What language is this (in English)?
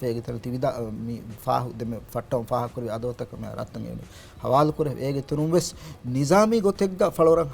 Divehi